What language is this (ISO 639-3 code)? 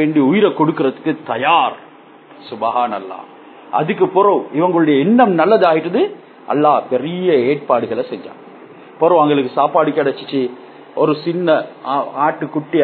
tam